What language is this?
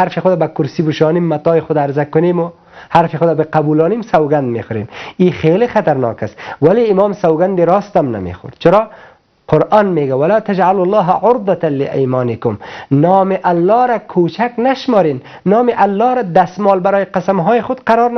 Persian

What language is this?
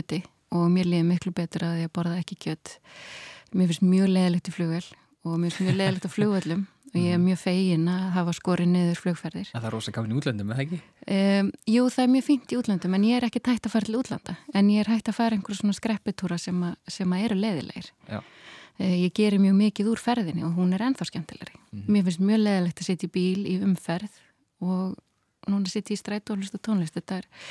Icelandic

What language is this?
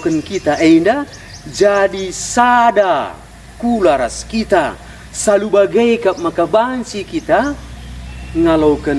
Batak Karo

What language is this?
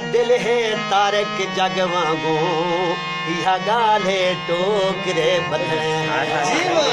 Saraiki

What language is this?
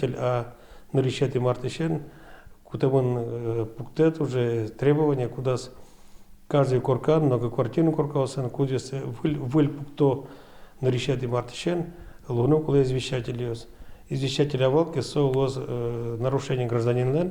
Udmurt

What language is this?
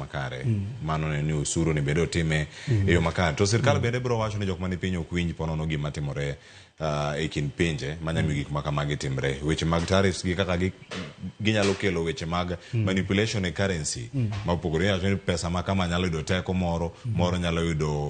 Luo (Kenya and Tanzania)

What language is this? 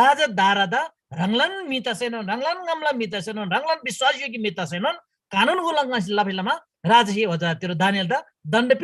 Eastern Tamang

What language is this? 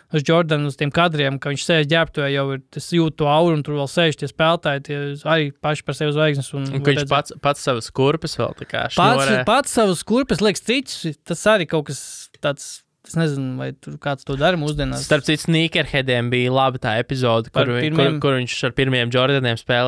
Latvian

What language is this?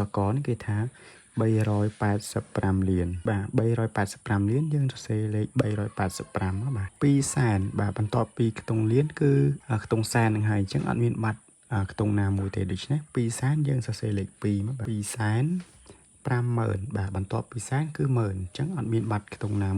Khmer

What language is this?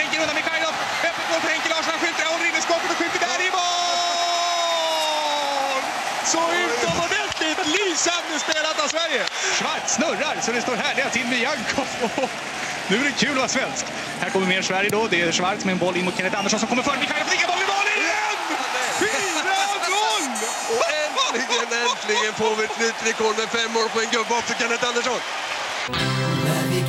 Swedish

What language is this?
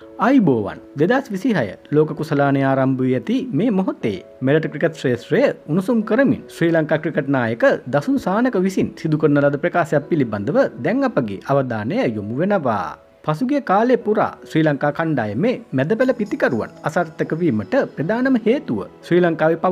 Sinhala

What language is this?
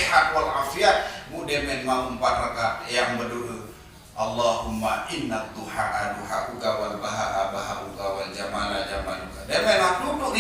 Sasak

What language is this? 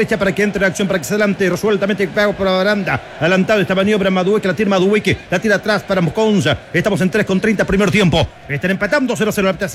Spanish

